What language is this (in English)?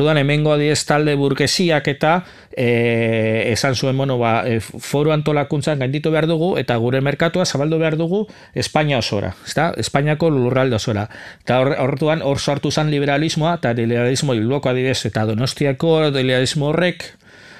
Basque